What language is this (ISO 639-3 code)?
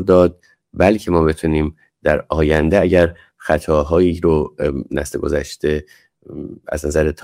fas